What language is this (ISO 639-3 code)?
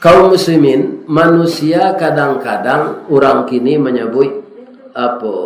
min